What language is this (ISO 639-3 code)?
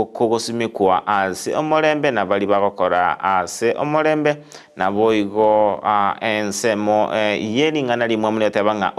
guz